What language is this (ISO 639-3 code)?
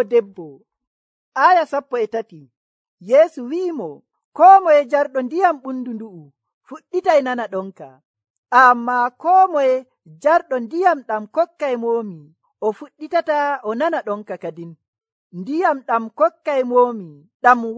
fuv